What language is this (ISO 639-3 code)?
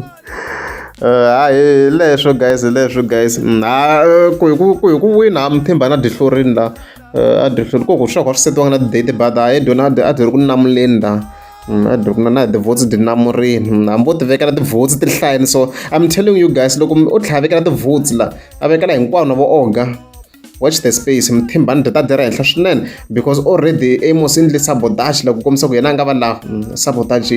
tso